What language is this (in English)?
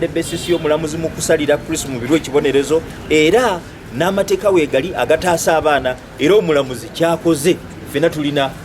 Ganda